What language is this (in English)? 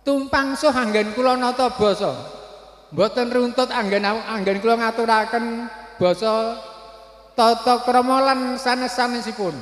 Javanese